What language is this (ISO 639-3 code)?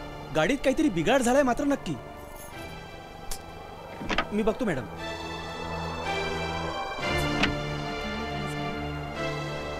mar